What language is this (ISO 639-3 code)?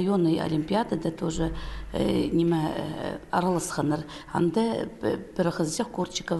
kjh